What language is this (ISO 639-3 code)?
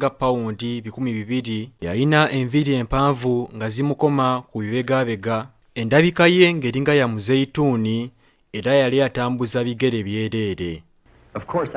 lug